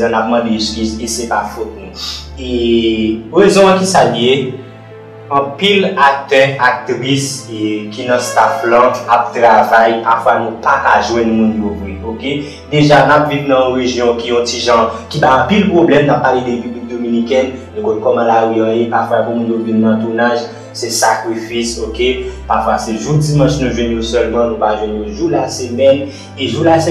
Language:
Haitian Creole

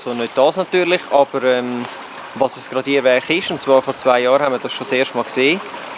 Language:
Swiss German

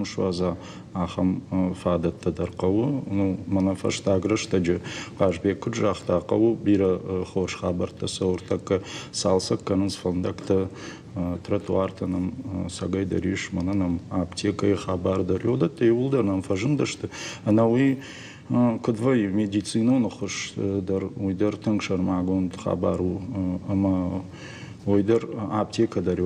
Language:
Ossetic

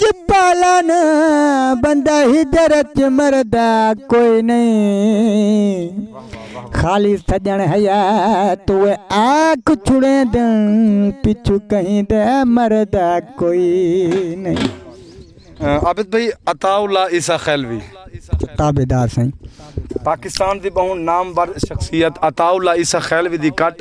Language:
Saraiki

